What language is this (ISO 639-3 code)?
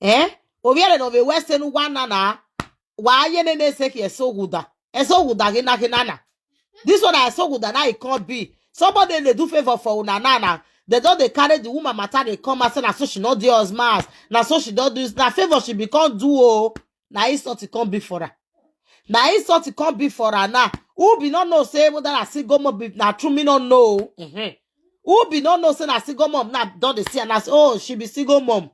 pcm